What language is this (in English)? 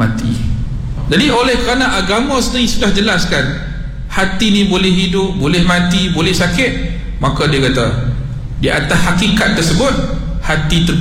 Malay